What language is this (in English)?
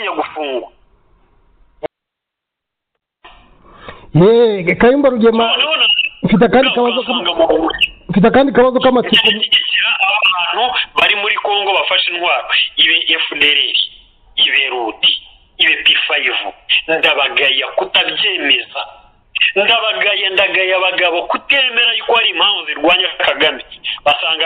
Kinyarwanda